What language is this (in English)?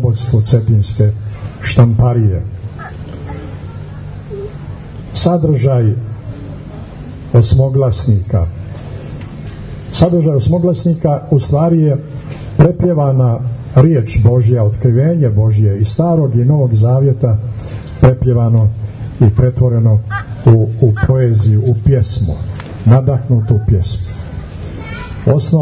Serbian